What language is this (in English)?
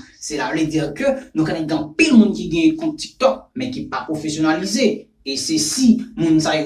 Haitian Creole